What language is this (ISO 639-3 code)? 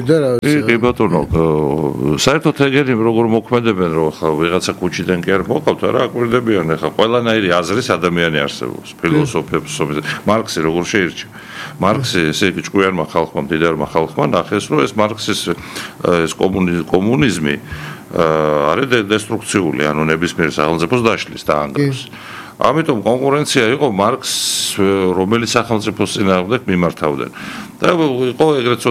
kat